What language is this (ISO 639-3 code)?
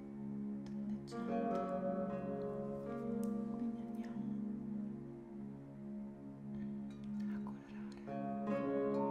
ita